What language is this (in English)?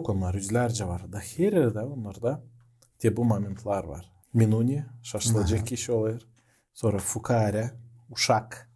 Gagauz